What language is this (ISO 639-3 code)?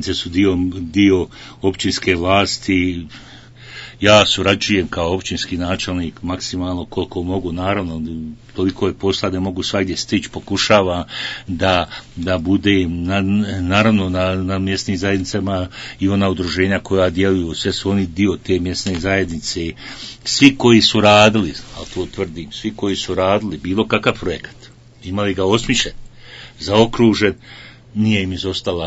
bos